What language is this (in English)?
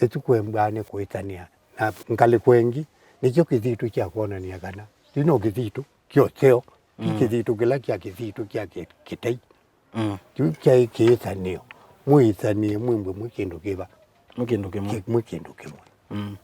Kamba